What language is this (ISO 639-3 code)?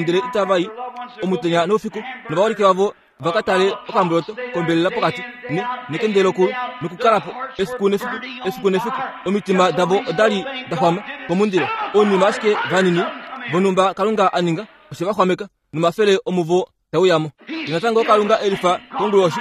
kua